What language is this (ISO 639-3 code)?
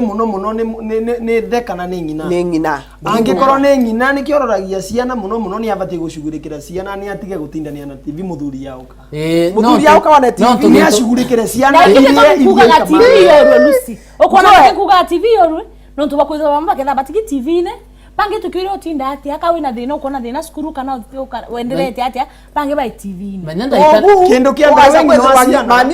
mer